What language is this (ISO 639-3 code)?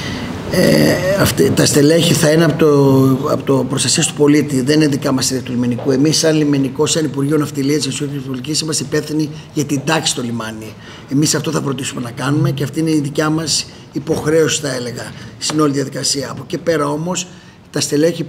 ell